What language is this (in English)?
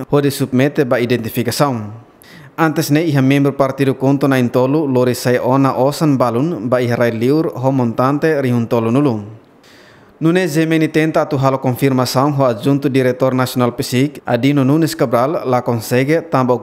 Tetum